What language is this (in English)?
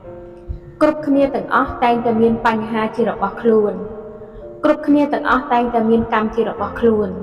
Khmer